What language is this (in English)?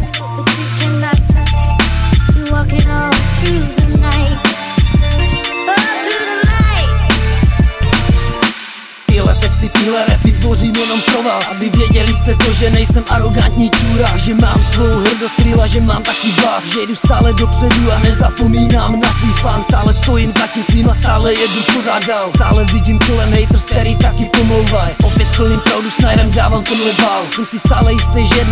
Czech